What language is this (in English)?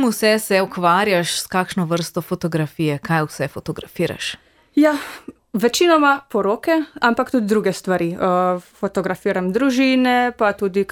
Slovenian